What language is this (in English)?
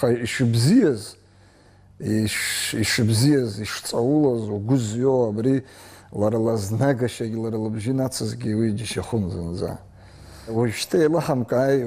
Abkhazian